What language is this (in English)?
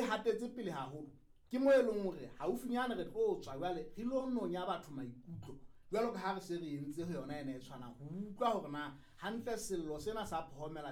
Southern Sotho